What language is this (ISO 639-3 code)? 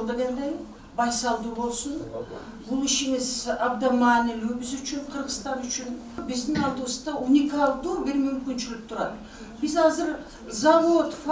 kir